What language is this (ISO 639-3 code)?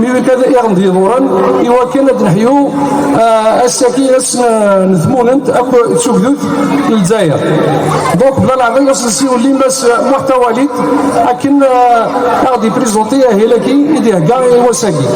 kab